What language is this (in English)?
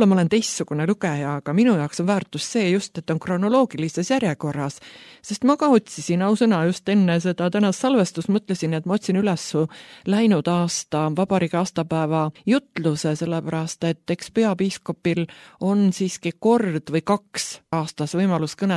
Estonian